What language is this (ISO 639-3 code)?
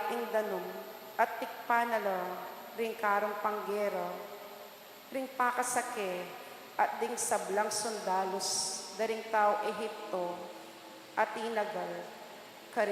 pam